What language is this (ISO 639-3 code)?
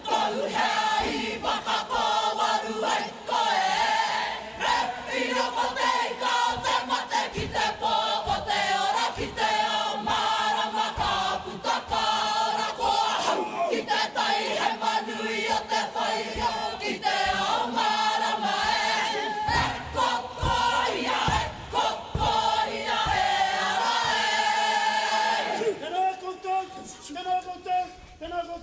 mri